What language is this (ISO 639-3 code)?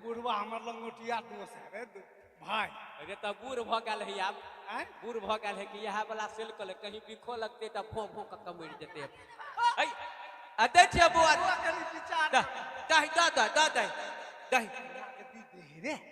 mai